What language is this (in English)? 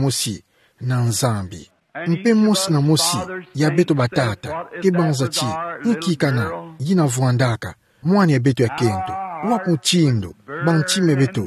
Kituba (Democratic Republic of Congo)